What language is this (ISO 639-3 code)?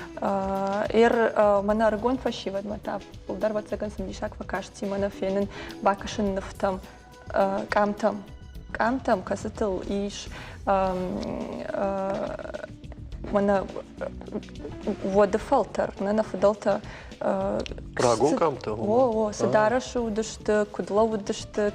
oss